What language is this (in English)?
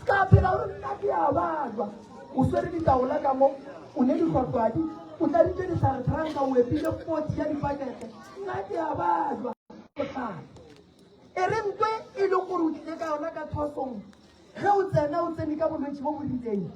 Northern Sotho